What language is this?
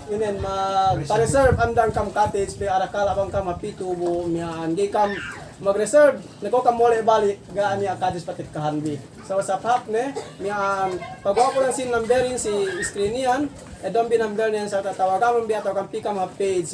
Yakan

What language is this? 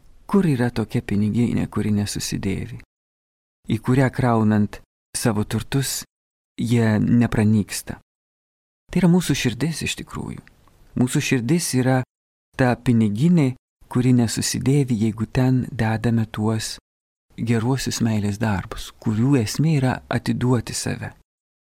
Lithuanian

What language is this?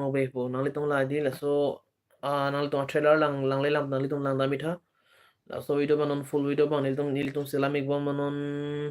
Karbi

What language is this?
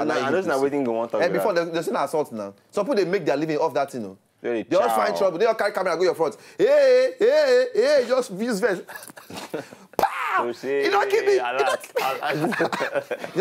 Nigerian Pidgin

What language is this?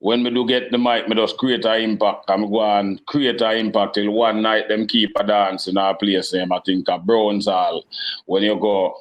Jamaican Creole English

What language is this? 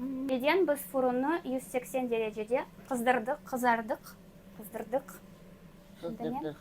Crimean Tatar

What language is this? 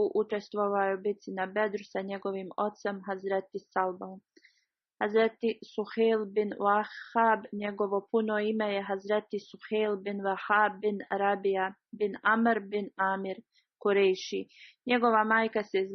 Bosnian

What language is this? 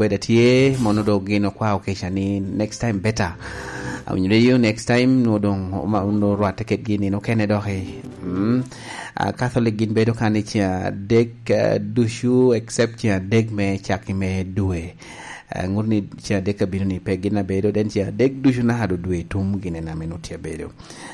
Lango (Uganda)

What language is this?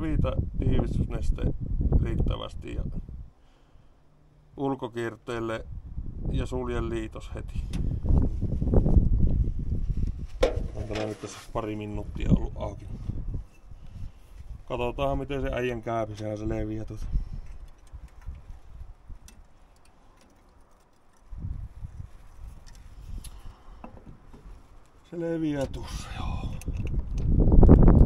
Finnish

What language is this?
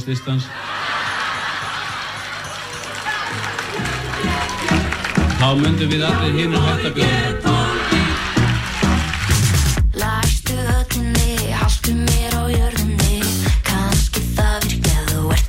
Icelandic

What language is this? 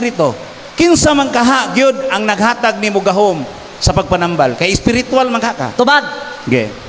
Cebuano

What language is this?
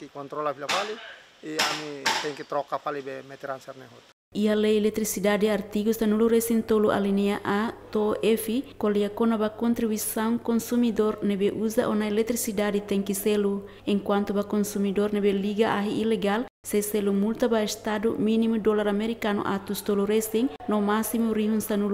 Tetum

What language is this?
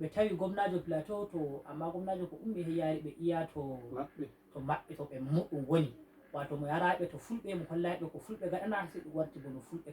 Fula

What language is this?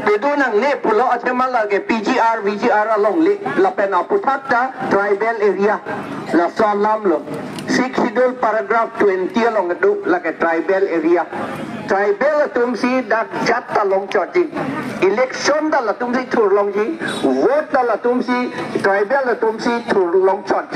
Karbi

